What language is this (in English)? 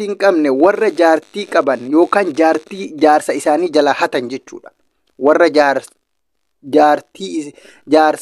Oromo